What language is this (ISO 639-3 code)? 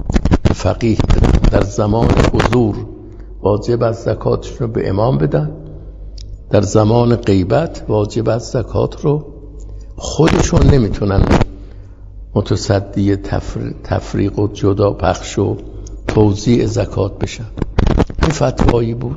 fas